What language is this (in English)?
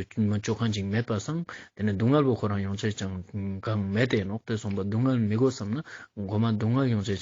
Ladakhi